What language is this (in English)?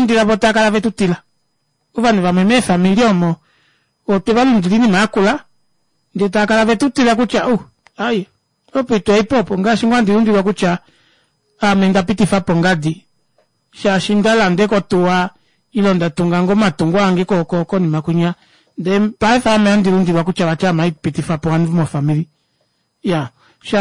Kuanyama